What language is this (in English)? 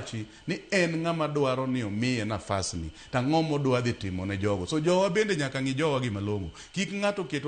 Luo (Kenya and Tanzania)